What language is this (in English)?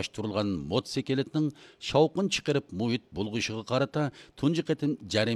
Uyghur